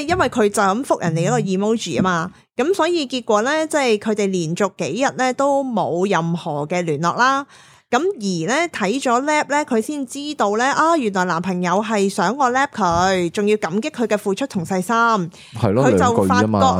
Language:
Cantonese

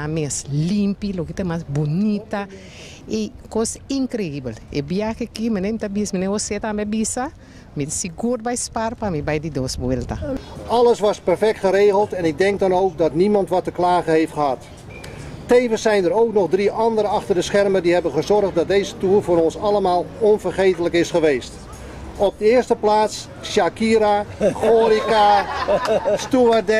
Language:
Papiamento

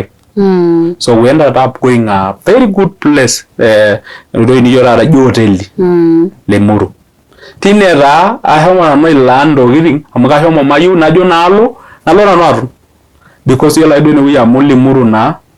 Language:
Masai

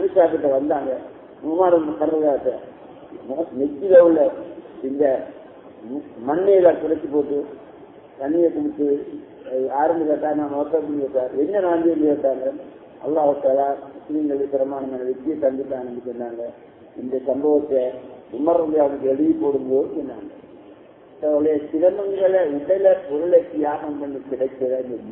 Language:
Tamil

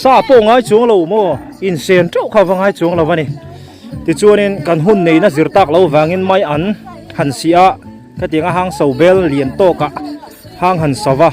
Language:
Mizo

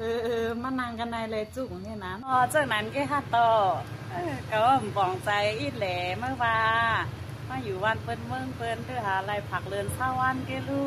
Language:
Shan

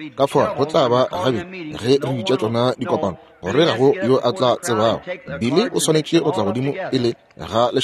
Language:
Northern Sotho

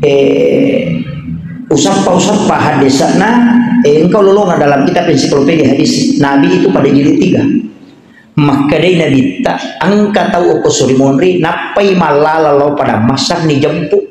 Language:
Buginese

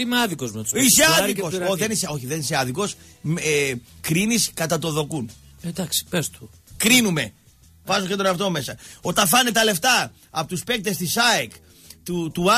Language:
Greek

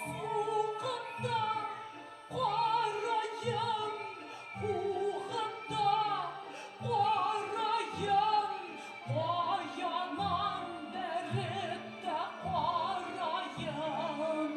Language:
Bashkir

